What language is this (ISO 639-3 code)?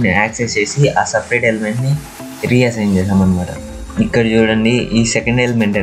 tel